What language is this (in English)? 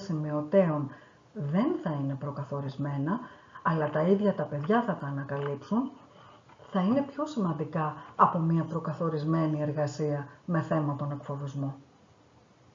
Greek